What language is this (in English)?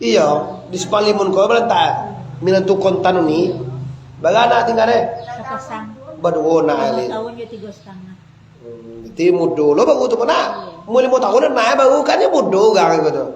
Minangkabau